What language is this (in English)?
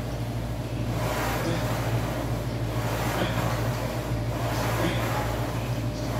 English